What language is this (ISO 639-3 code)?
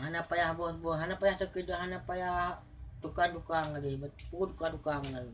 ace